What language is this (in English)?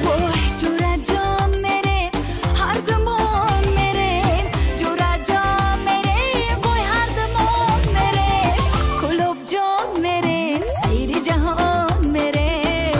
Tajik